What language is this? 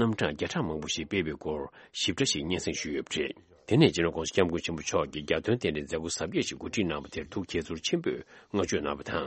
Tibetan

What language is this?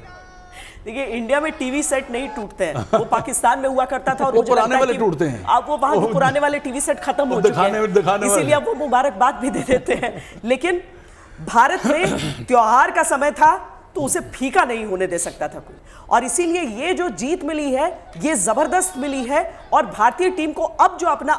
Hindi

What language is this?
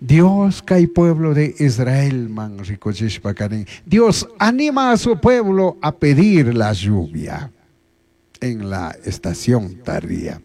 Chimborazo Highland Quichua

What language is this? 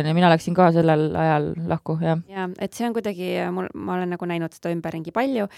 Estonian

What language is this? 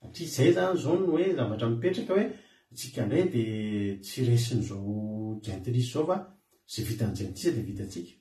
Malagasy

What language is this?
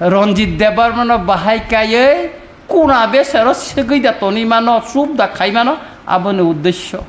Kok Borok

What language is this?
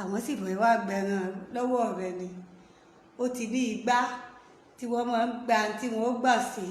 Yoruba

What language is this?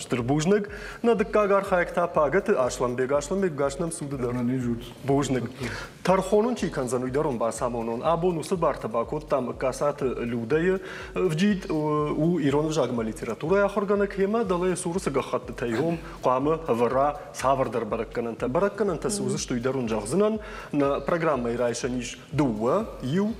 Ossetic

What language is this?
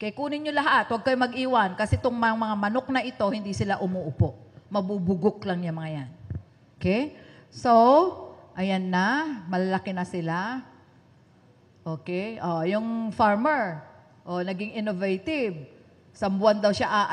Filipino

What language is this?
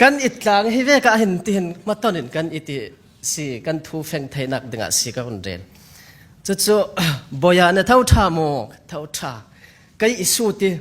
Falam Chin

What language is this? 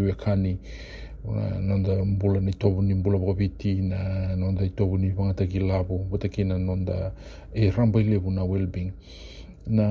Fijian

